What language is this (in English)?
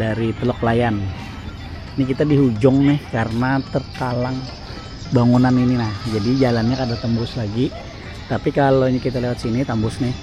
Banjar